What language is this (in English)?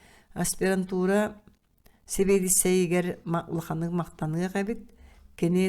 Yakut